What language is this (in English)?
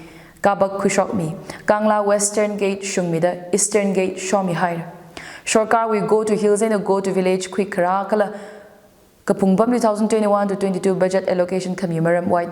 Tangkhul Naga (India)